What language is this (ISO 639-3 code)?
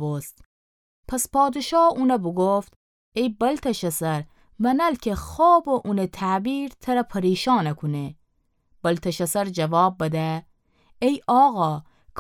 glk